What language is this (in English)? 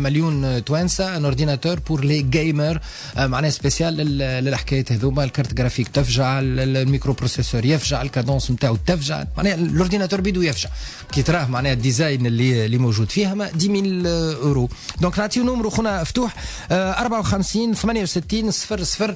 Tunisian Arabic